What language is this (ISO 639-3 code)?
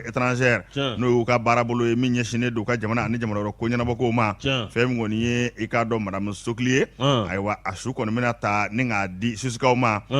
bam